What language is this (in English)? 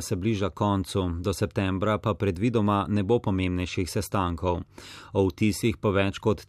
Slovenian